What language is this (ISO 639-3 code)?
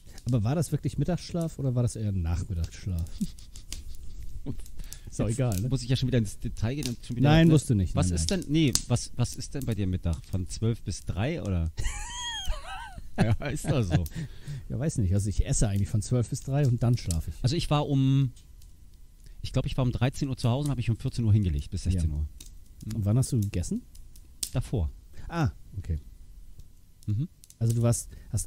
deu